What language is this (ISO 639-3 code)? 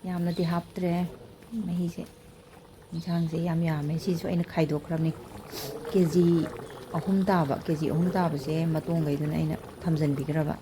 mni